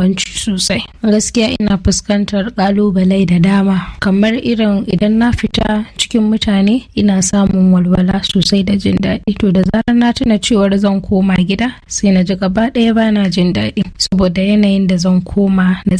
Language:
Hausa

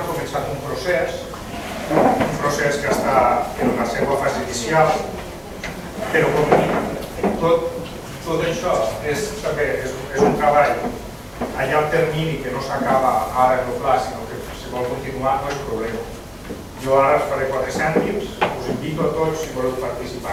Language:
Catalan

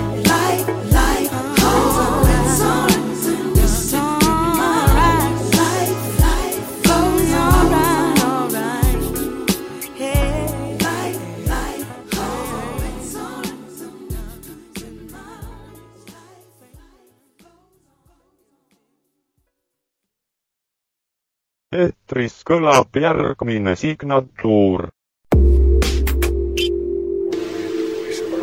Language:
Estonian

